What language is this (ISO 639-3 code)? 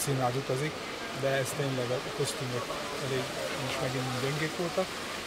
hun